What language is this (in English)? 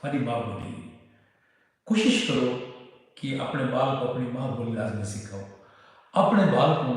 Saraiki